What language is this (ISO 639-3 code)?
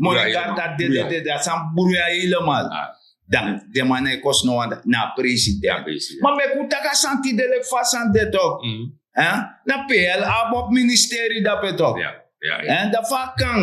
srn